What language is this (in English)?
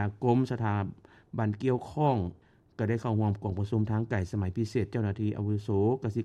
Lao